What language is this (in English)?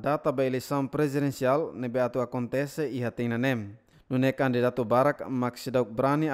Tetum